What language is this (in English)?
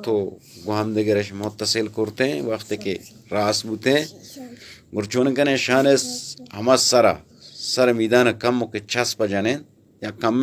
Baluchi